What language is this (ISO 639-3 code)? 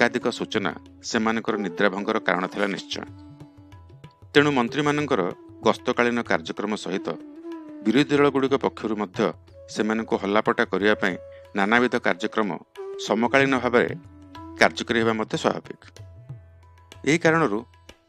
ori